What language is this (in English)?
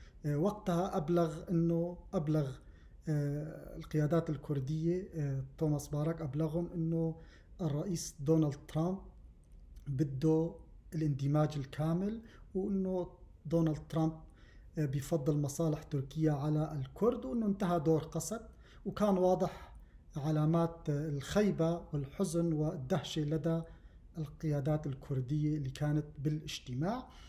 North Levantine Arabic